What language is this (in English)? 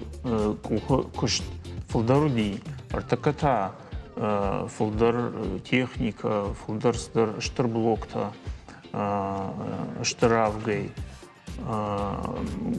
Ossetic